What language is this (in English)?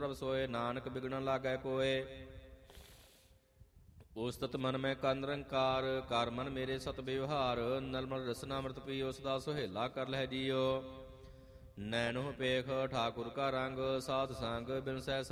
Punjabi